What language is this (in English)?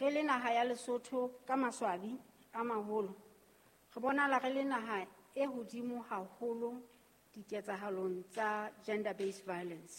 Southern Sotho